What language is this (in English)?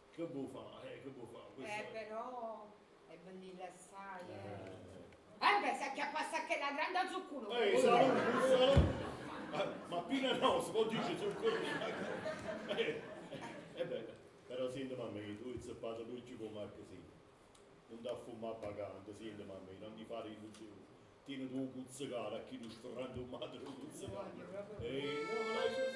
Neapolitan